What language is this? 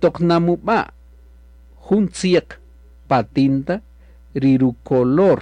Kaqchikel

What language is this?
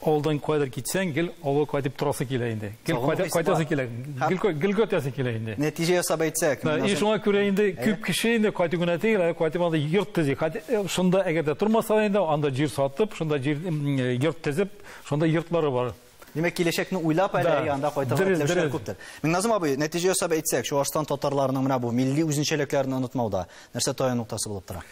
Tatar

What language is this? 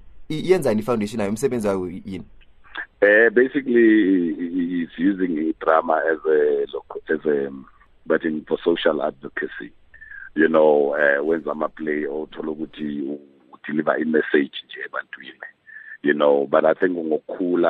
South Ndebele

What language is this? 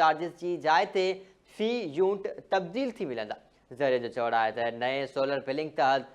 Sindhi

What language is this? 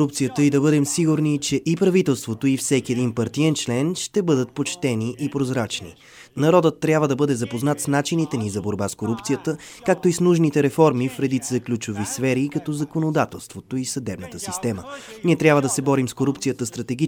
Bulgarian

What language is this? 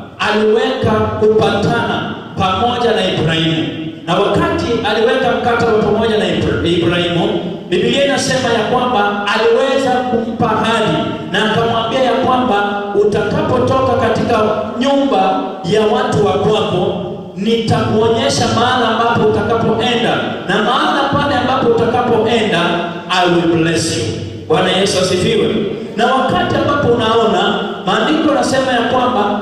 Swahili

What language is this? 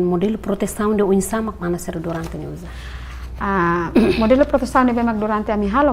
Tetum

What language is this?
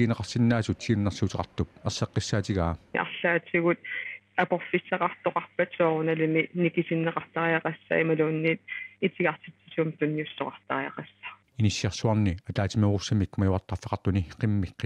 Kalaallisut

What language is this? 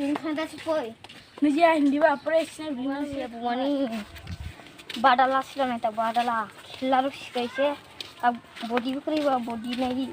Kok Borok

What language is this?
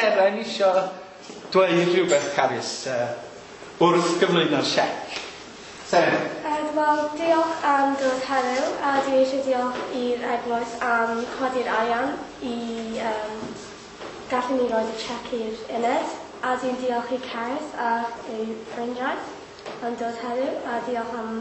Welsh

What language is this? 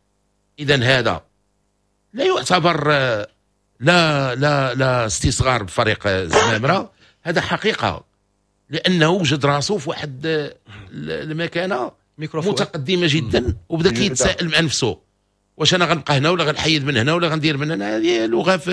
Moroccan Arabic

